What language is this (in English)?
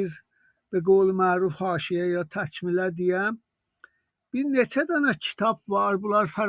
South Azerbaijani